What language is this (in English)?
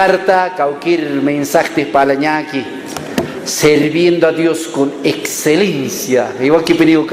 Aymara